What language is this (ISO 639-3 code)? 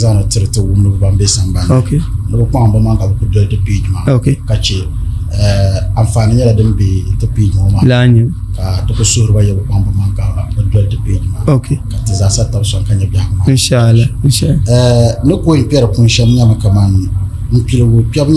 dag